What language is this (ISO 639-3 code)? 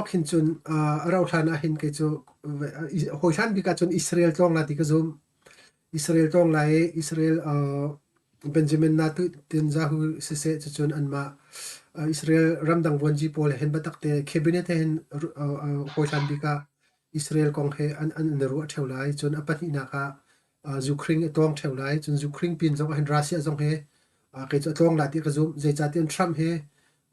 cnh